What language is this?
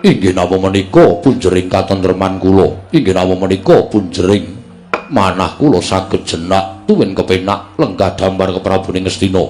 Javanese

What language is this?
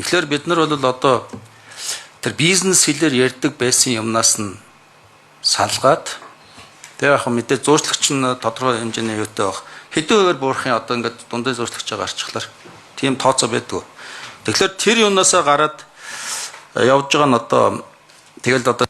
Mongolian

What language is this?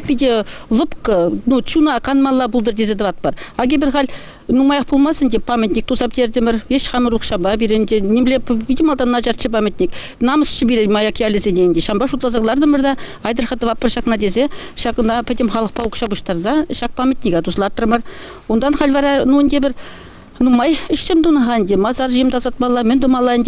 Chuvash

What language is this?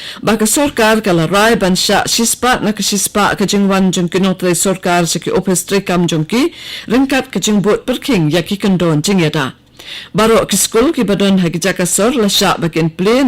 Khasi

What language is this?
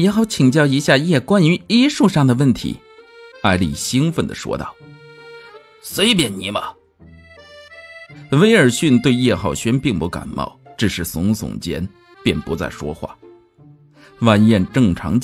Chinese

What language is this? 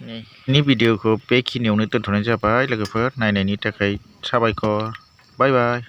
Bodo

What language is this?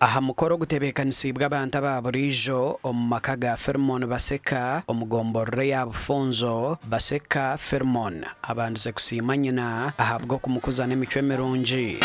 Nyankole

